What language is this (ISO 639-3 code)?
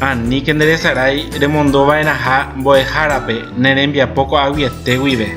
grn